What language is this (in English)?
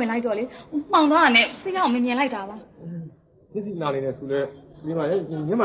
Burmese